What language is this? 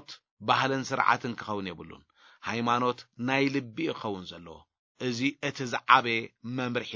Tigrinya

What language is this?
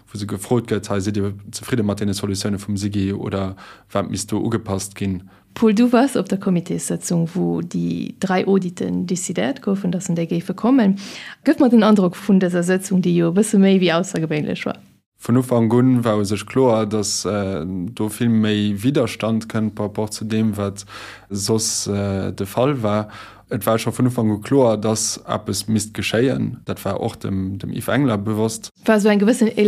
Luxembourgish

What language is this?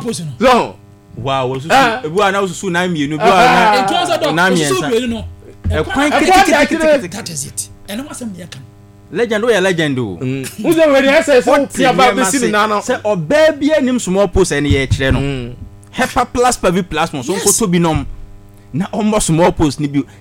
Akan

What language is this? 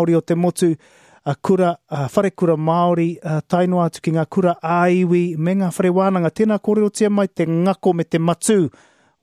Māori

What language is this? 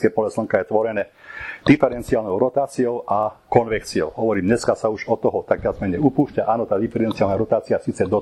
Slovak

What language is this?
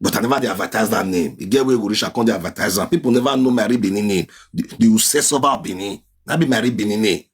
Nigerian Pidgin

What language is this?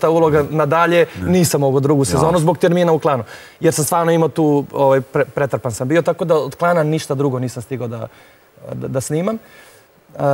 Serbian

